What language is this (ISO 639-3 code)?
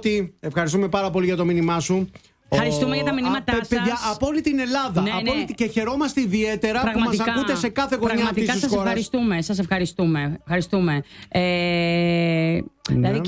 ell